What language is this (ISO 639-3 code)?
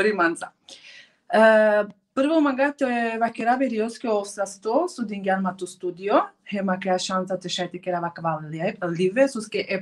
rmn